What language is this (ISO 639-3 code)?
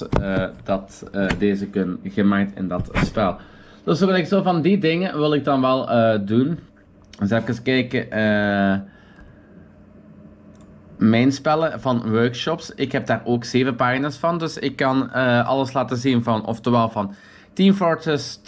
nld